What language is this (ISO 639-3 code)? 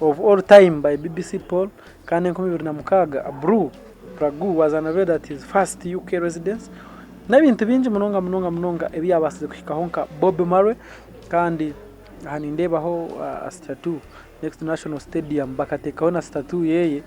nyn